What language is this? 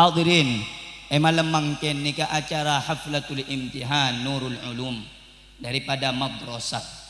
Madurese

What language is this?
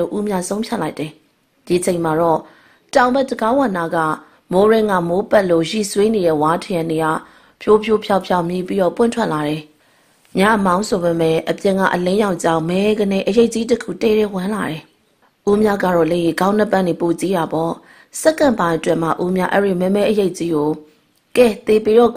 Burmese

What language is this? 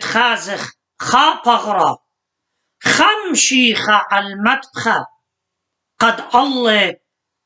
Assyrian Neo-Aramaic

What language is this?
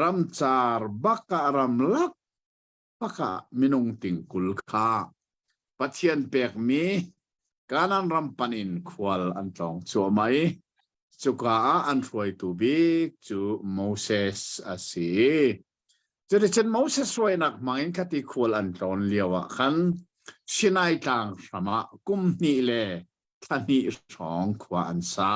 Hakha Chin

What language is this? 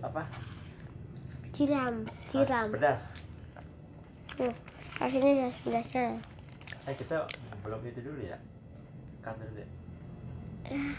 Indonesian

